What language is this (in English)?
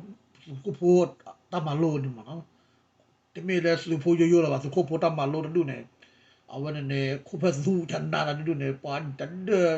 S'gaw Karen